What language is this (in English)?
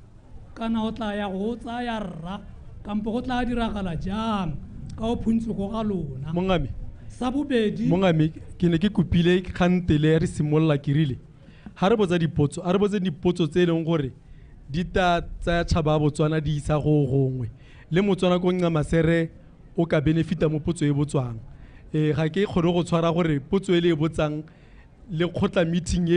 Tswana